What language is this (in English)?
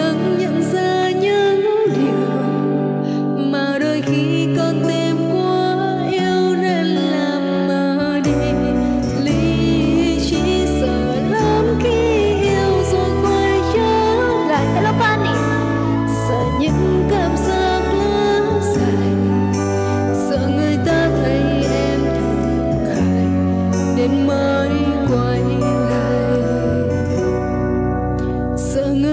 Vietnamese